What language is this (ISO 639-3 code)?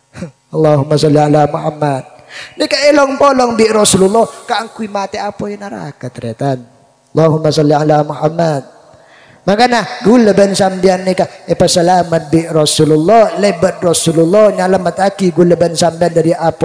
mad